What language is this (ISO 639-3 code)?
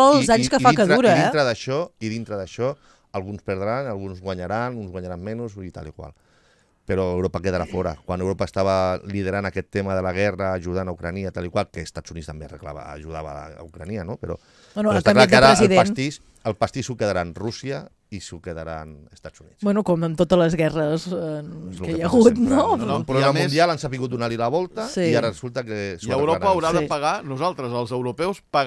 cat